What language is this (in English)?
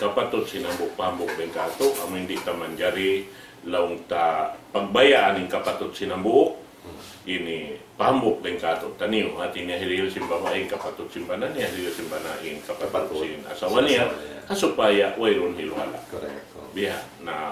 Tausug